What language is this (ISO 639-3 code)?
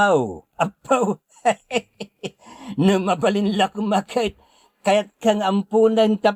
ilo